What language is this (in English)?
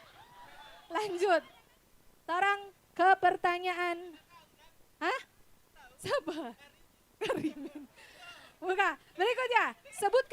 Manado Malay